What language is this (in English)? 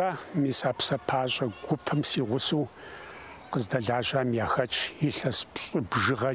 Kabardian